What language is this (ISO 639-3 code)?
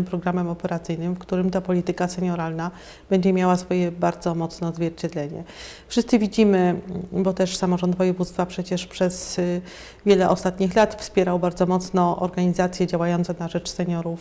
pol